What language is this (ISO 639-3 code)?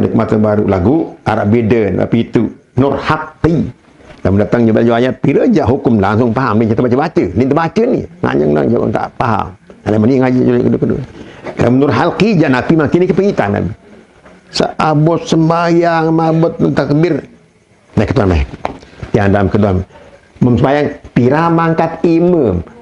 sas